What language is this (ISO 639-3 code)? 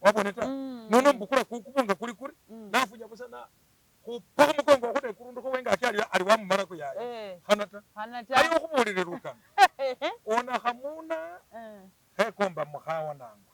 myx